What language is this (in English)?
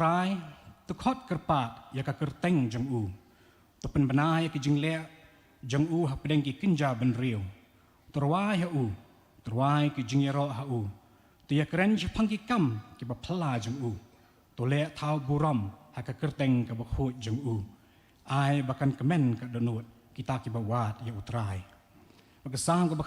Khasi